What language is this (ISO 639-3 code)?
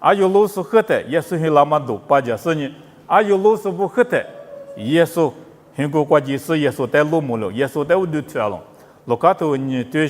lis